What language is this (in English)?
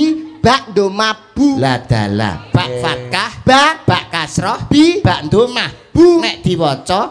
Javanese